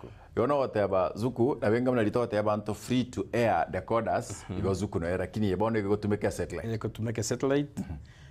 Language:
Gusii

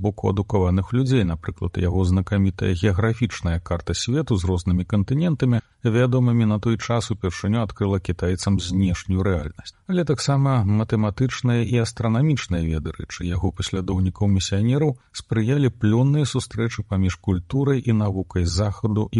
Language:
Belarusian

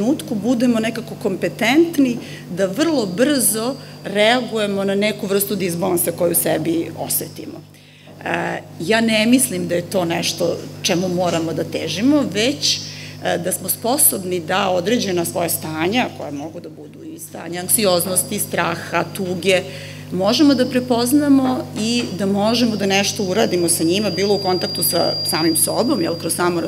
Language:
Serbian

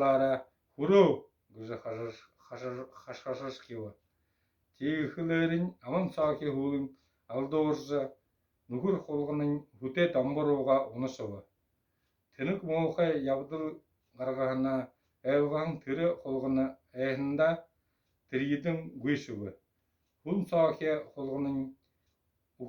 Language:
Buriat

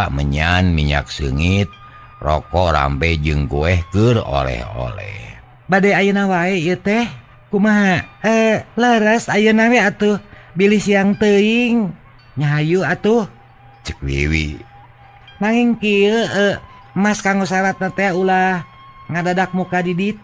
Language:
Sundanese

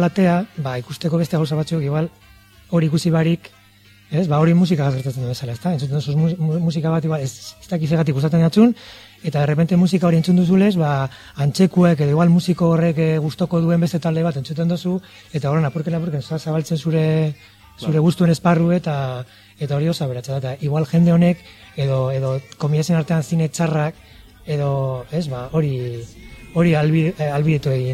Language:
Basque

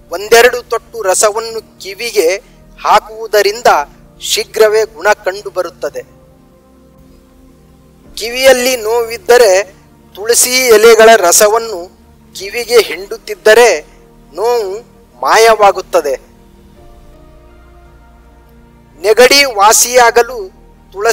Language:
Kannada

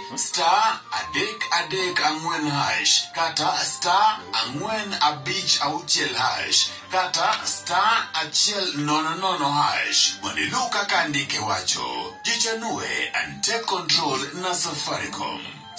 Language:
Luo (Kenya and Tanzania)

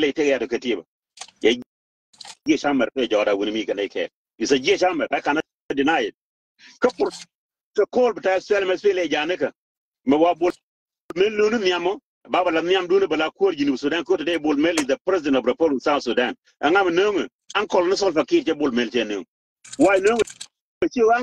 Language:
Nuer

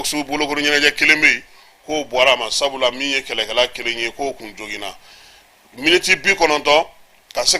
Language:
Bambara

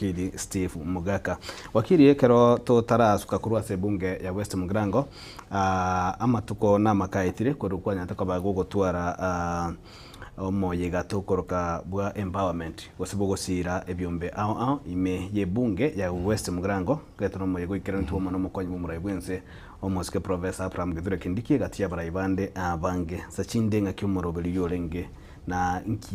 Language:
Gusii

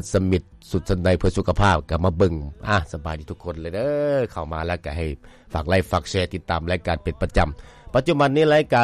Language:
Lao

